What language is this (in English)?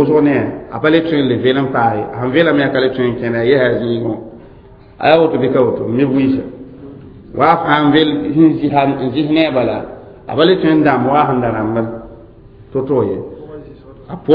Mossi